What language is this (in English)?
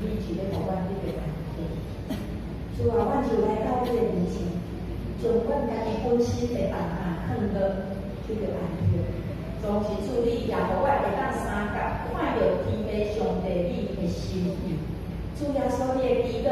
Min Nan Chinese